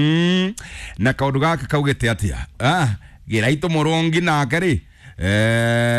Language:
Kikuyu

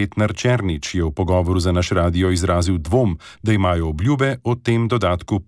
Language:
Slovenian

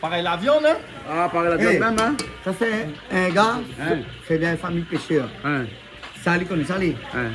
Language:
Réunion Creole French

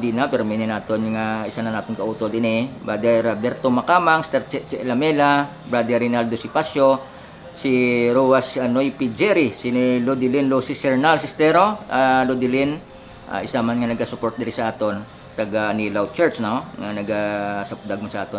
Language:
Hiligaynon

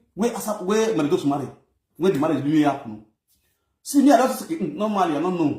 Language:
Nigerian Pidgin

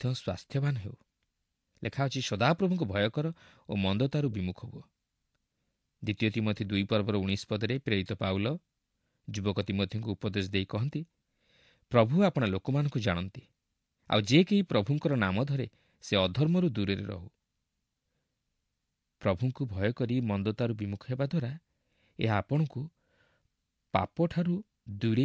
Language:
Odia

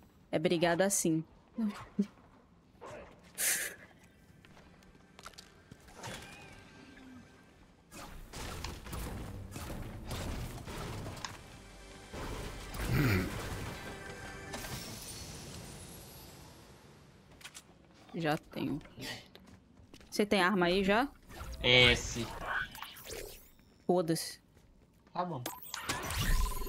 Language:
Portuguese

